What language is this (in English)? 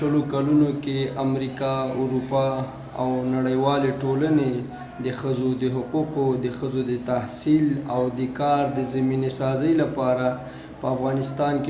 Pashto